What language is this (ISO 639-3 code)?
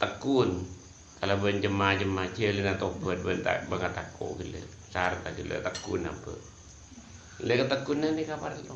mad